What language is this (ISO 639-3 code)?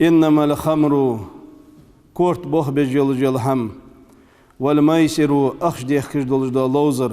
inh